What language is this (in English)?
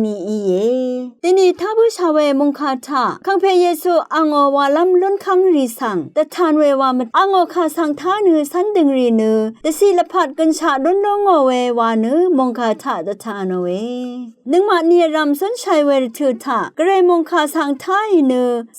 Rawang